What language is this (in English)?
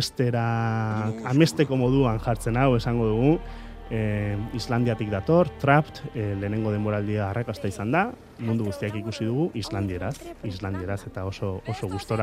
Basque